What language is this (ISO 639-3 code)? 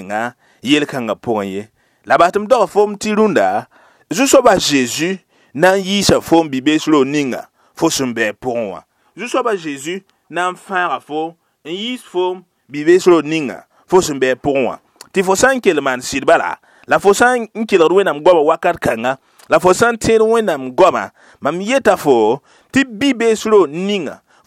mos